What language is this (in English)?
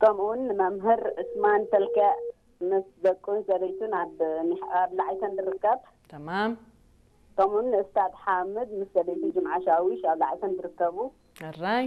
Tigrinya